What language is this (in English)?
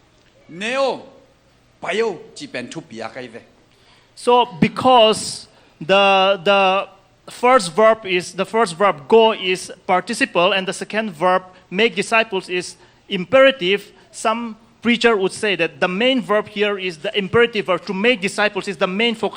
Tedim Chin